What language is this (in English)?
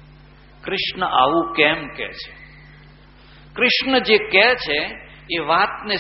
Gujarati